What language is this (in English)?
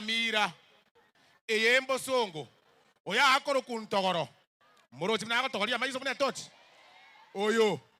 Gusii